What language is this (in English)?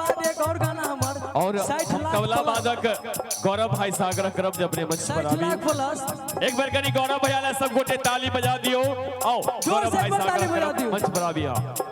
Maithili